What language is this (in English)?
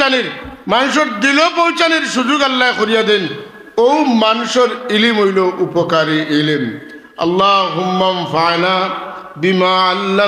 Sylheti